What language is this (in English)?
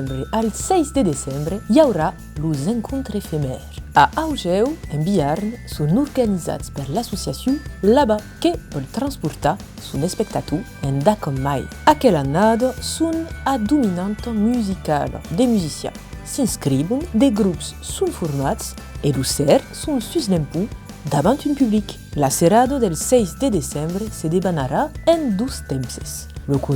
Occitan